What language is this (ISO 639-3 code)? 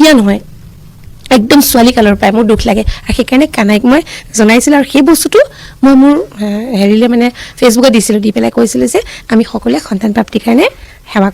asm